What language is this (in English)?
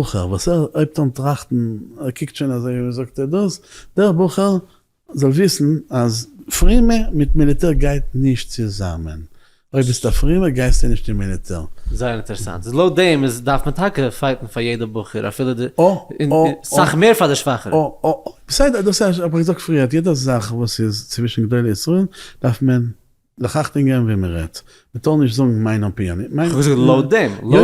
Yiddish